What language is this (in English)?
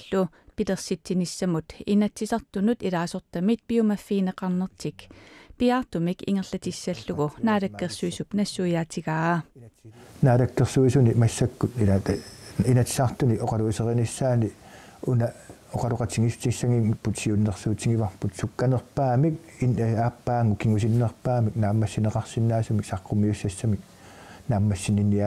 Kalaallisut